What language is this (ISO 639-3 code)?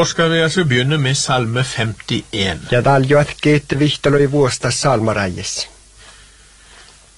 nor